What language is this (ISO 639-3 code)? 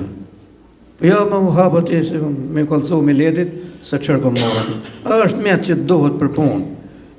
sqi